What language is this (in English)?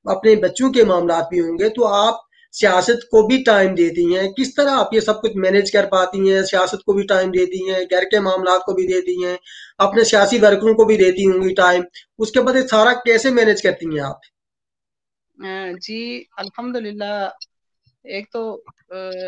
Urdu